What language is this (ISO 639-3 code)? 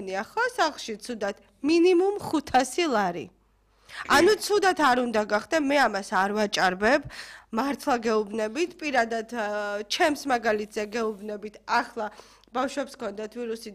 kat